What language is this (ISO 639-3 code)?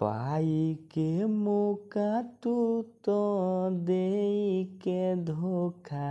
bho